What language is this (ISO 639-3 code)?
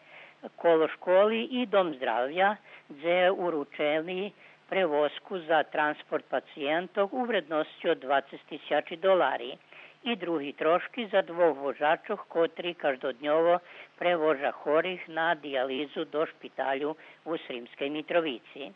rue